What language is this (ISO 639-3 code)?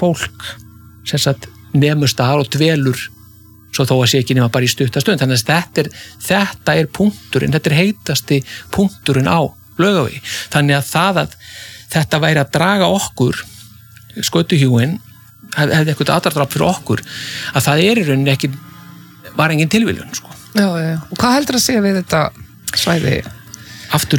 isl